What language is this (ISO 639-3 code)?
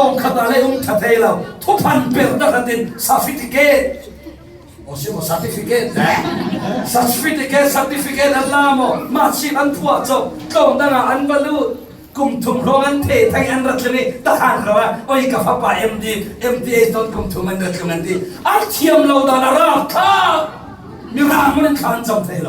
cfm